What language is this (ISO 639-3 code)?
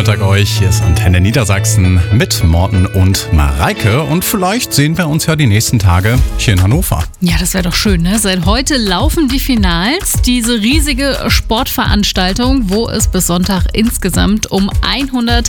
deu